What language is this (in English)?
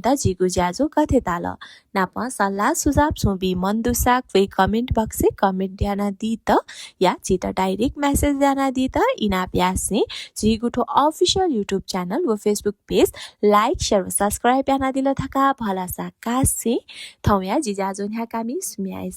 Newari